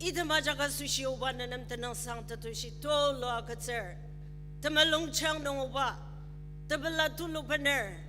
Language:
Ao Naga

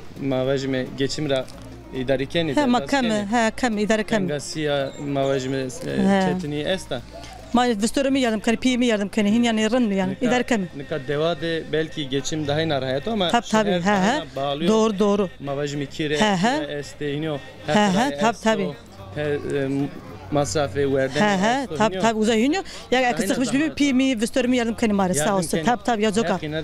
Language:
Zaza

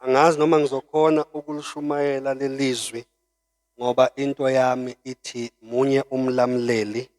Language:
Zulu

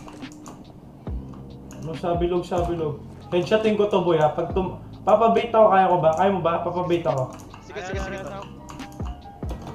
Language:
Filipino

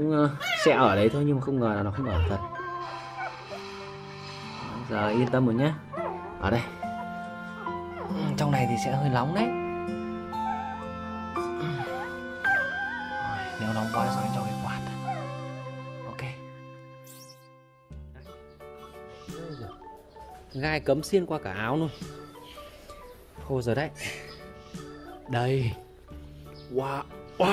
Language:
Vietnamese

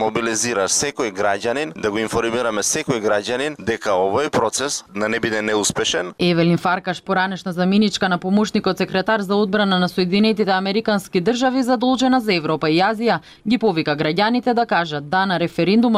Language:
Macedonian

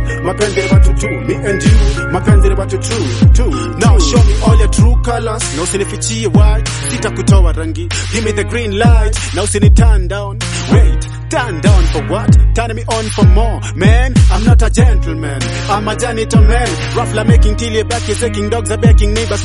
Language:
Swahili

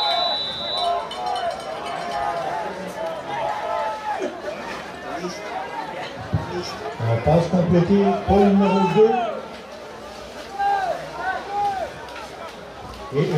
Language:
French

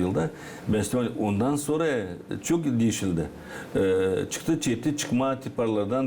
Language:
Gagauz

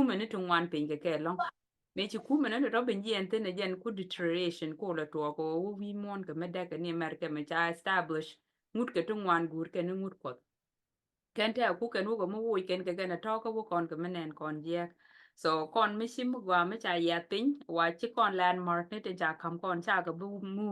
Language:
Nuer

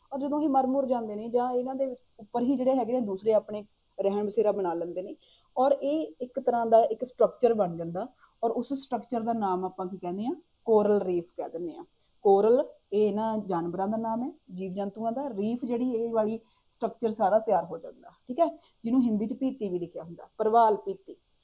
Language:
Punjabi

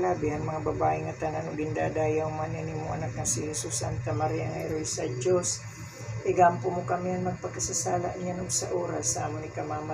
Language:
Waray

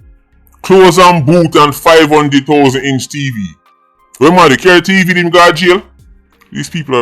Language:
Jamaican Creole English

